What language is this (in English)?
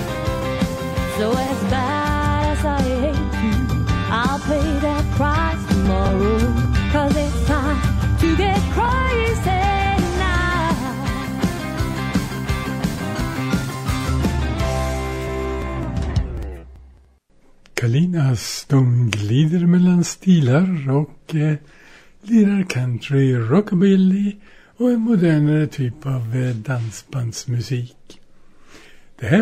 Swedish